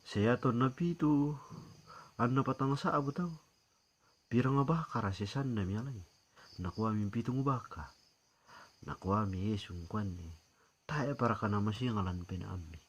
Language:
Toraja-Sa'dan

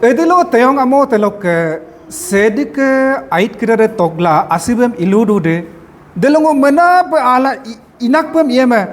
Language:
Adi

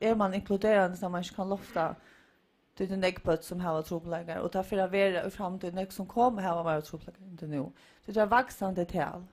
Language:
Faroese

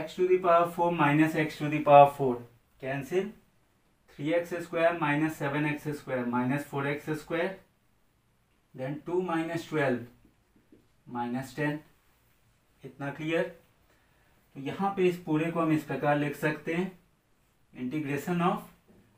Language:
Hindi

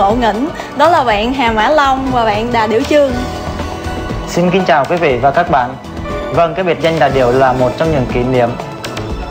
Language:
Vietnamese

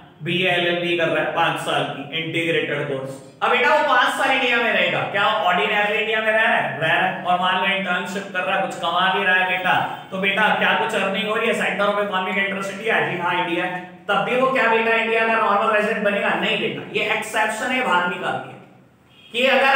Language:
Hindi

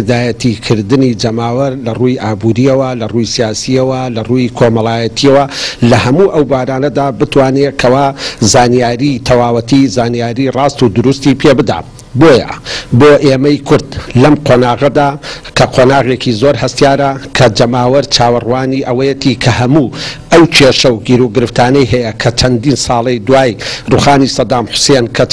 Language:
Central Kurdish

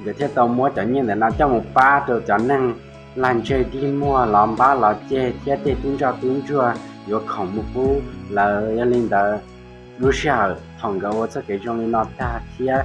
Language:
Hmong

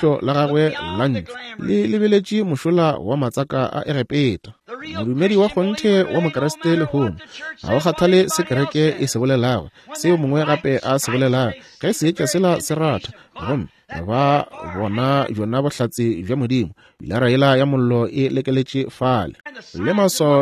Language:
Northern Sotho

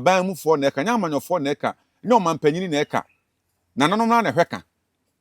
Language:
Akan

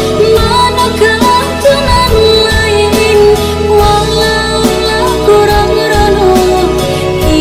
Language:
Minangkabau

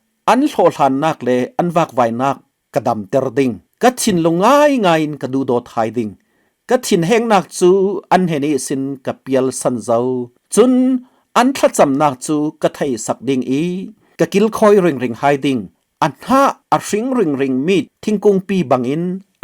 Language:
Falam Chin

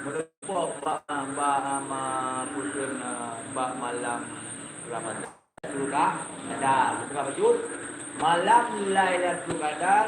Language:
Achinese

